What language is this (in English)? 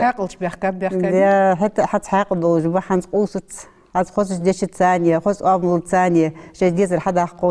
Ingush